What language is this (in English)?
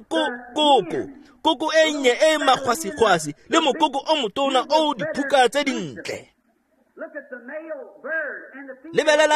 Tswana